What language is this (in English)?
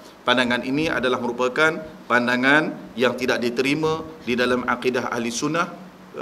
Malay